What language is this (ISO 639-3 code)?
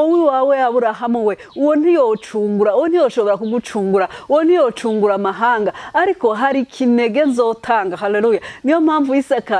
run